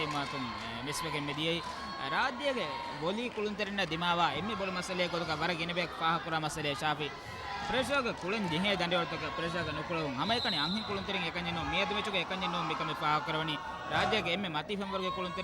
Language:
Divehi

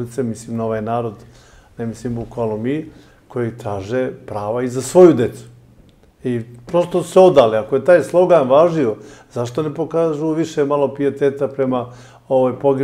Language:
Serbian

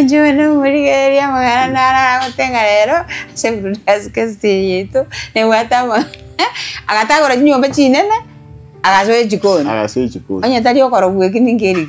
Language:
Gusii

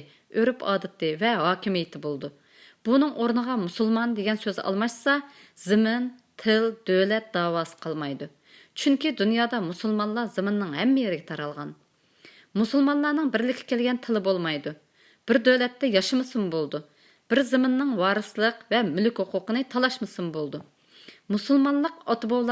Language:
Uyghur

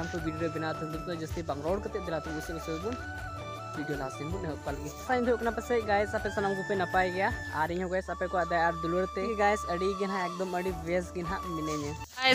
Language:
Santali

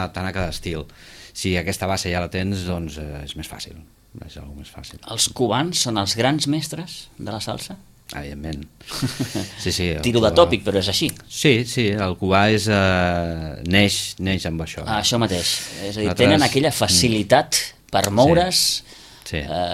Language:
Catalan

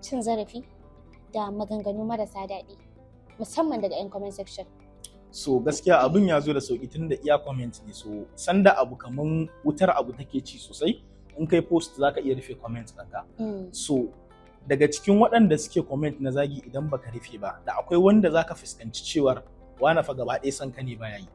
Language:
Hausa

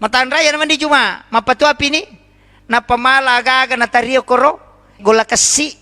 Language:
Buginese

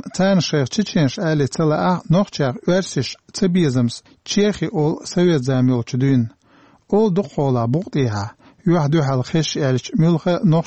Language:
Chechen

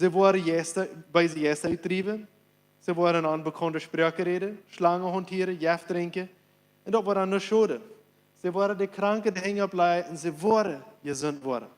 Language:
Plautdietsch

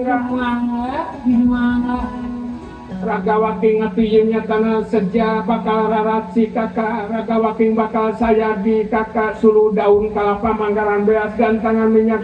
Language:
Sundanese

